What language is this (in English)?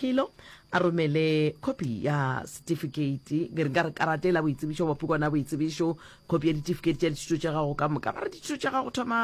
Northern Sotho